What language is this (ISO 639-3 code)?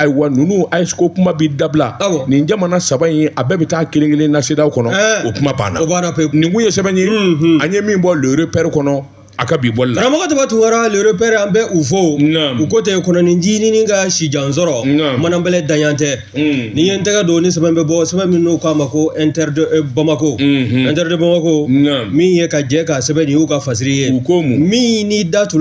bam